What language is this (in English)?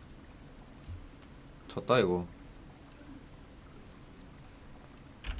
Korean